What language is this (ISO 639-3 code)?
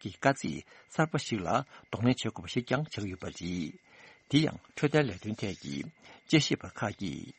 bod